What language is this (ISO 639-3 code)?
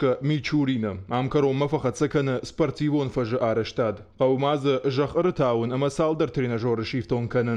oss